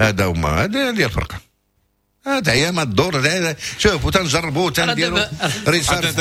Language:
Moroccan Arabic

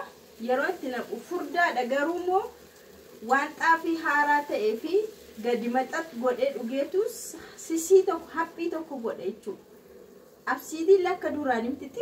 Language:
Oromo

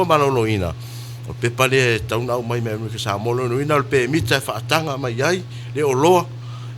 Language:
Samoan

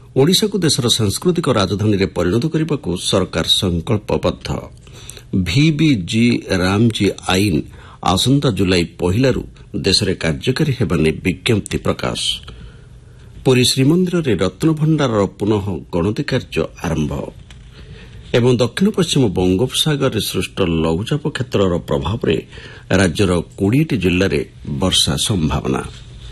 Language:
Odia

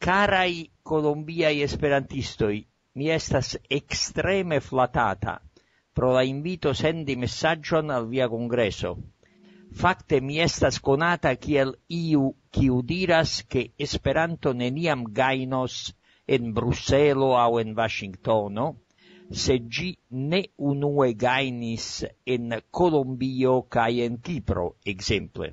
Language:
Esperanto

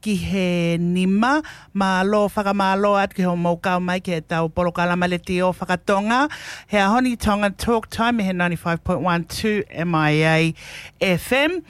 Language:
Tongan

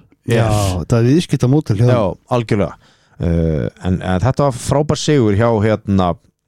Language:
Icelandic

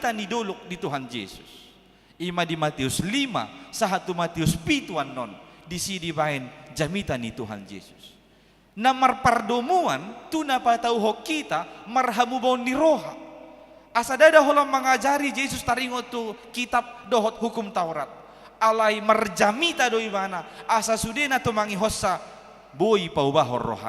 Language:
Batak Toba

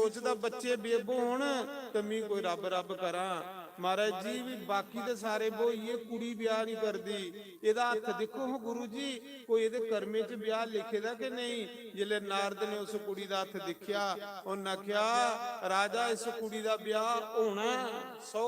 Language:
Dogri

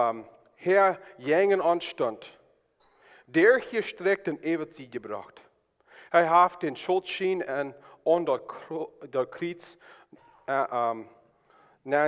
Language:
Plautdietsch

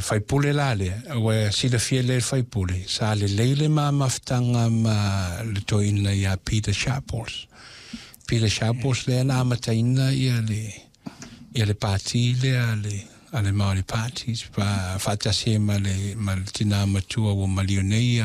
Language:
Samoan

